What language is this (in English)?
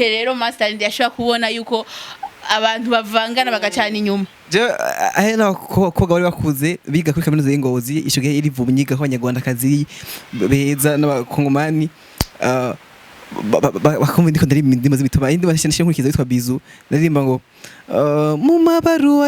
Rundi